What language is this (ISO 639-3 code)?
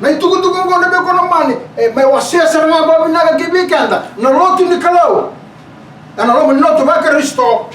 fij